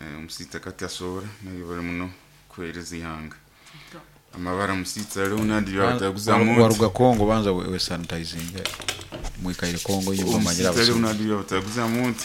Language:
Nyoro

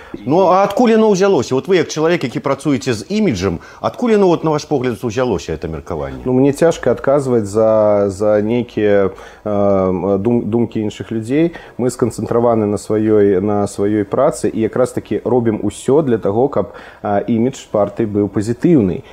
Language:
Belarusian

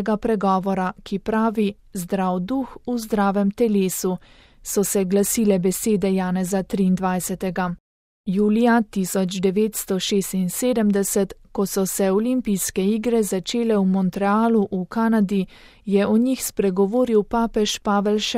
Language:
Slovenian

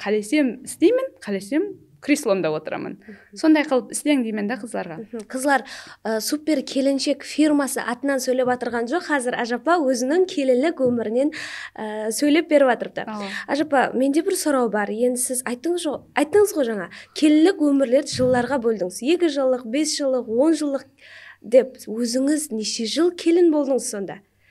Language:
Kara-Kalpak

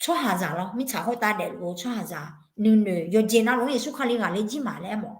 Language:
Akha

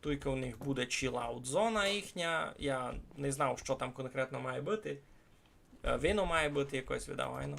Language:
Rusyn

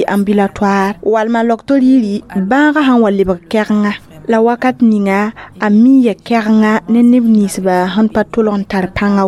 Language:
Mossi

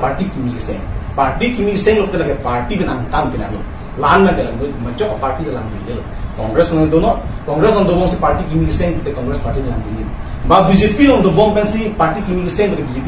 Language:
Karbi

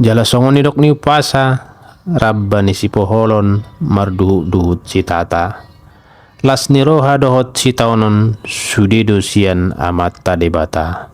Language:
Batak Toba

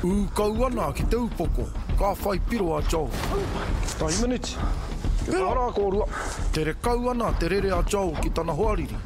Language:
Māori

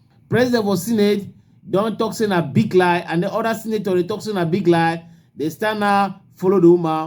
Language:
Cameroon Pidgin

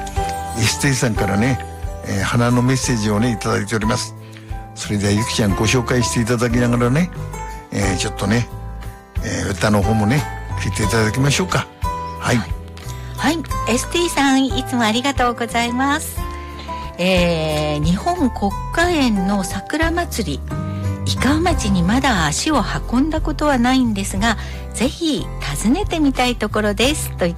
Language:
Japanese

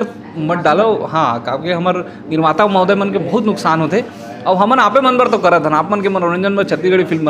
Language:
Chhattisgarhi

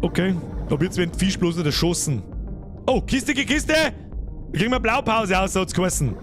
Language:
Bavarian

